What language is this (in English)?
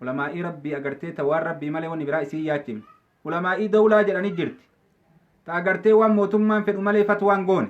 Oromo